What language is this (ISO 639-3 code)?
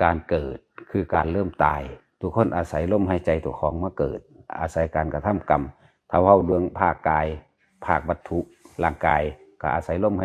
lao